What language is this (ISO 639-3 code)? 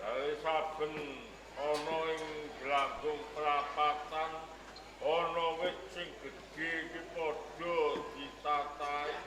jav